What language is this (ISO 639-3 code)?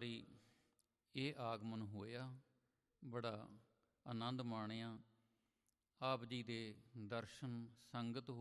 pan